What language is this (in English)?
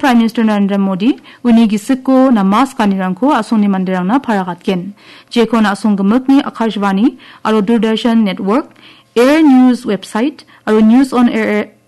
Garo